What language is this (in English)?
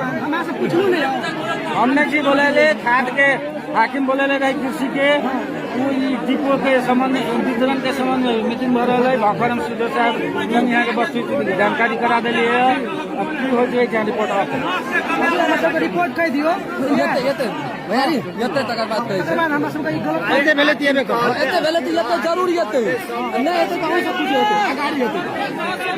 Maithili